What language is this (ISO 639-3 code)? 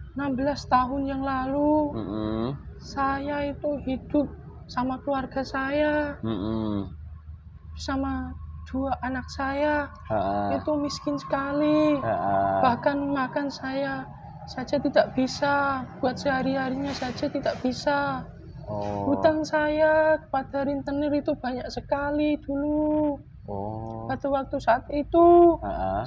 ind